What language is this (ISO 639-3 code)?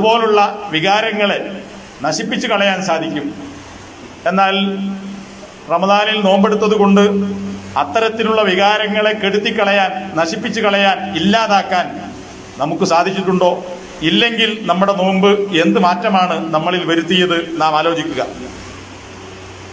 mal